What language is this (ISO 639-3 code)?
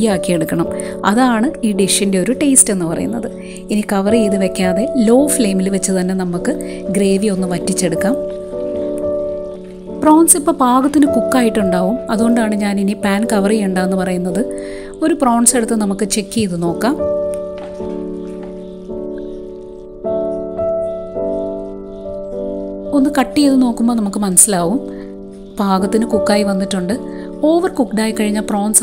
mal